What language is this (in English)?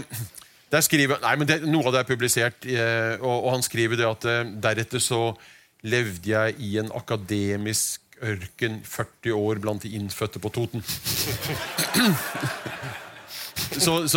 Norwegian